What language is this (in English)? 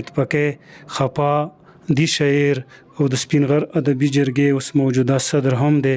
Pashto